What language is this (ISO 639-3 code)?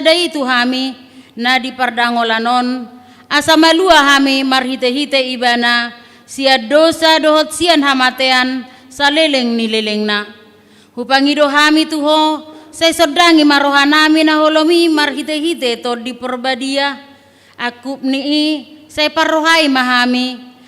bbc